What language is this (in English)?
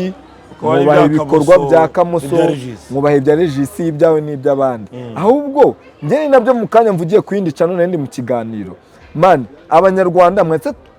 Kinyarwanda